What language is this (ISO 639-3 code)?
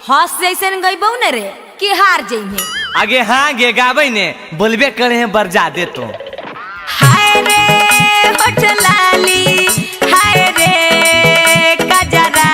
mag